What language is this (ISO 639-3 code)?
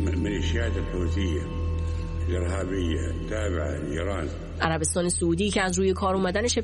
fas